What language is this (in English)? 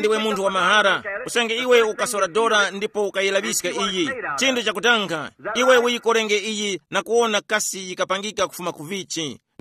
Tumbuka